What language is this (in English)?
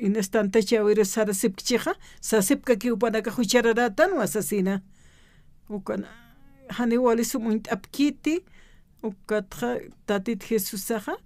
Aymara